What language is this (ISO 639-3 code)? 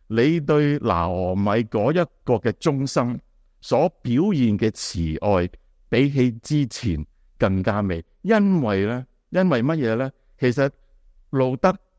yue